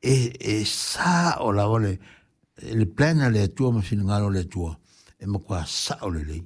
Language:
Samoan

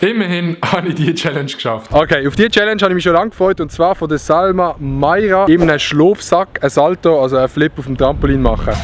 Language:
Swiss German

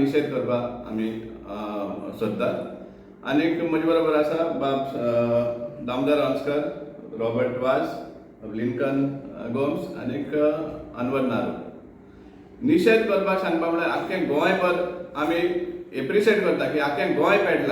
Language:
Konkani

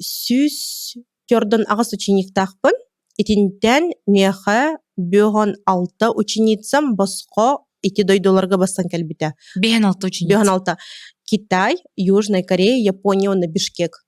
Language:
Yakut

